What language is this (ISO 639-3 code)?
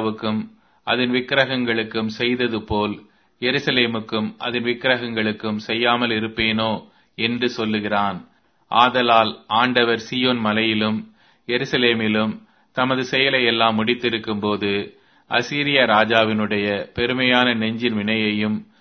tam